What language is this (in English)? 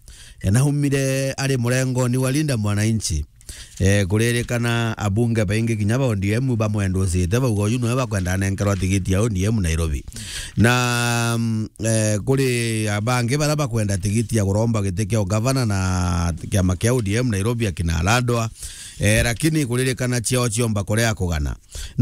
Meru